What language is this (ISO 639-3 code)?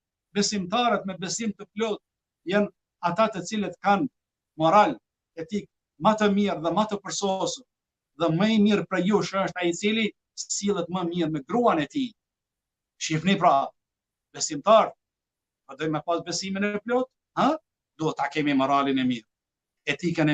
sqi